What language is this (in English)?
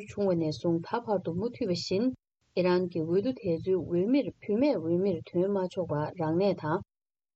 Tibetan